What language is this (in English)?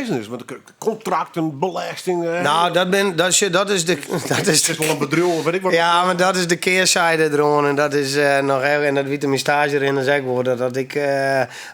Western Frisian